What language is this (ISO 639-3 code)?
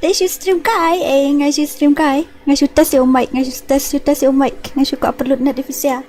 kha